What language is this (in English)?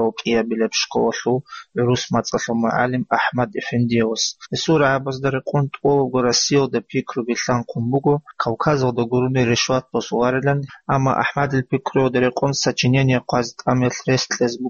Avaric